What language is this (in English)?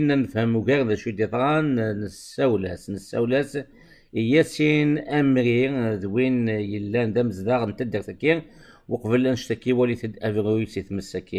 Kabyle